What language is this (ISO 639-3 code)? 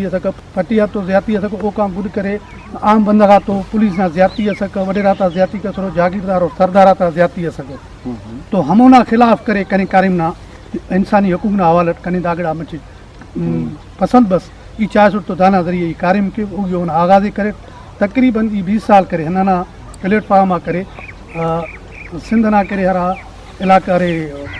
brh